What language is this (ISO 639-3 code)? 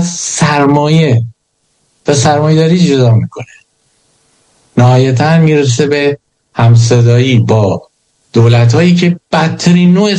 fas